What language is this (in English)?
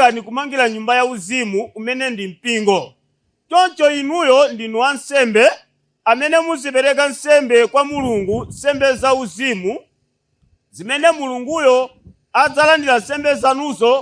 Nyanja